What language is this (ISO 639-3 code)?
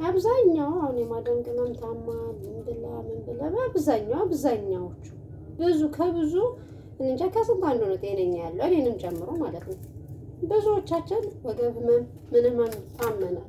amh